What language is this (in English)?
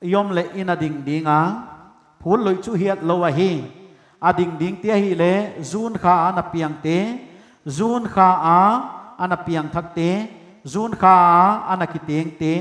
Paite Chin